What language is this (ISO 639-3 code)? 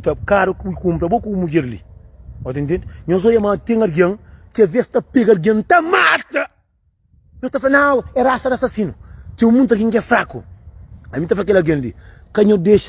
kea